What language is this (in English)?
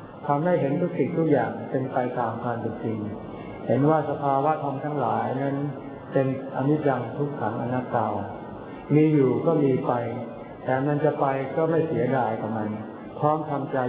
Thai